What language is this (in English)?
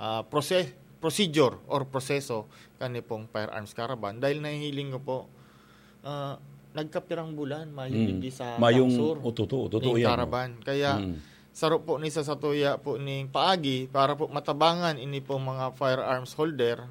Bikol